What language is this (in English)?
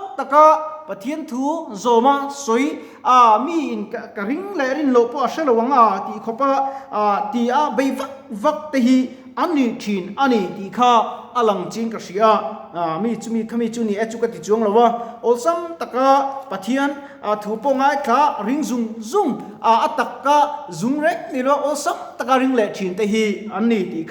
Mizo